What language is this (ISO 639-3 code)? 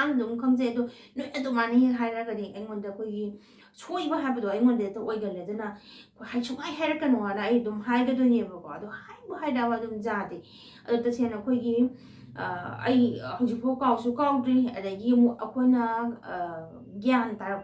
mni